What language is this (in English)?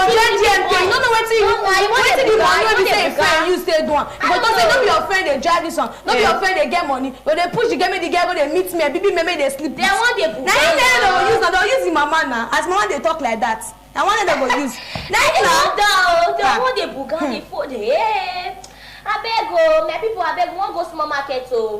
Nigerian Pidgin